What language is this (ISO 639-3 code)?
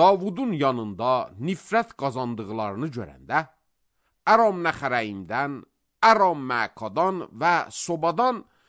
aze